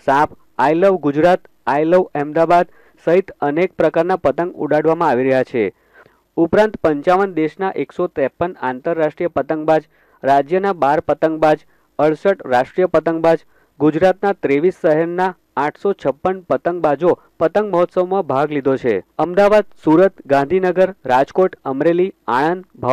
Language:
Gujarati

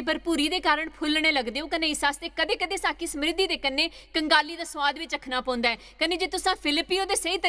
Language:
Dogri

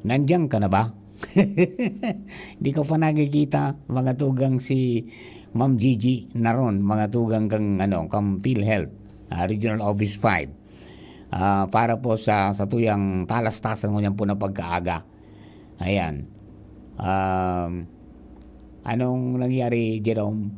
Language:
Bikol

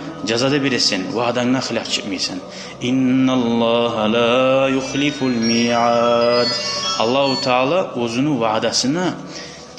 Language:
Kumyk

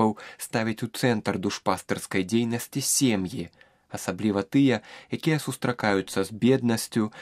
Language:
Belarusian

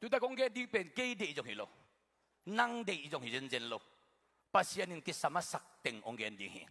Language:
Tedim Chin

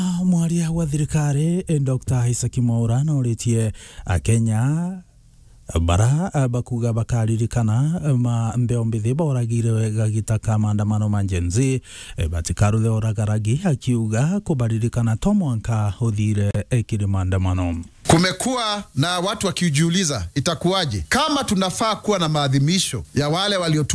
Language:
Meru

